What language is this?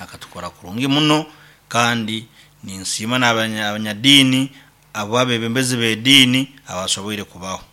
Nyankole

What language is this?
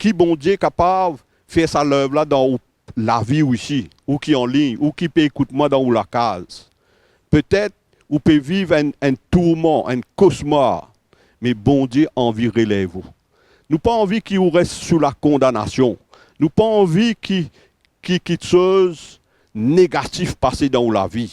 Morisyen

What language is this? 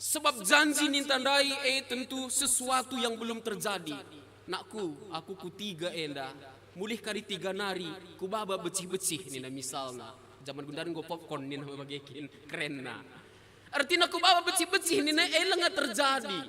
Batak Karo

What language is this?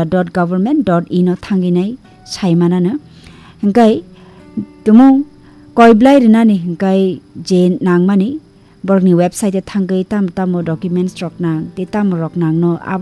Kok Borok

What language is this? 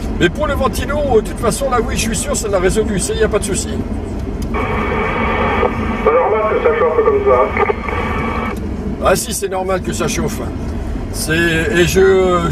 French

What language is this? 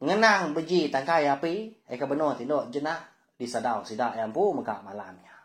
Iban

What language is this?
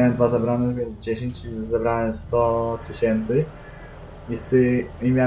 Polish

